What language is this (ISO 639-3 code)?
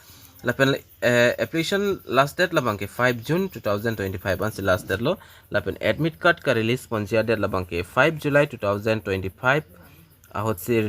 mjw